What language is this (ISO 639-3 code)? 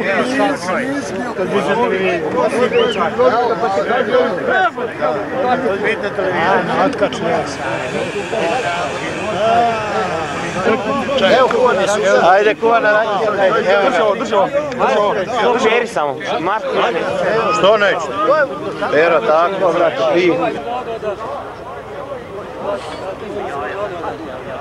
hrv